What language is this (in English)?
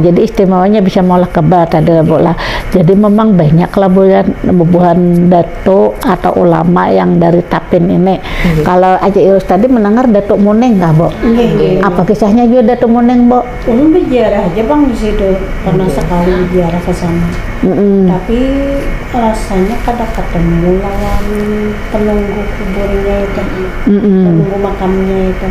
Banjar